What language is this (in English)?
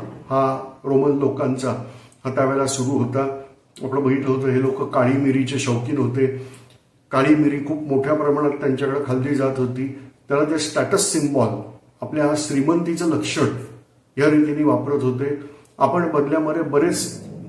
Marathi